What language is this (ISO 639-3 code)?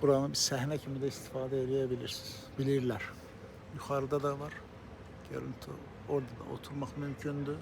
aze